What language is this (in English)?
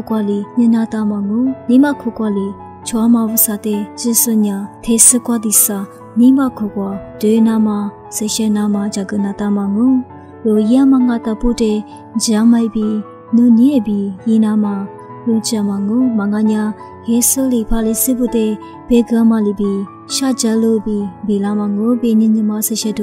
Lisu